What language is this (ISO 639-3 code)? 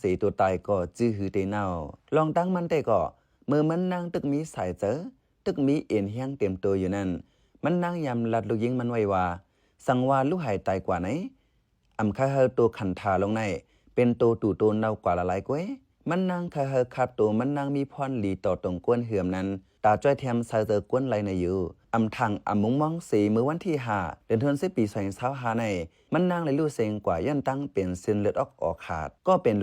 shn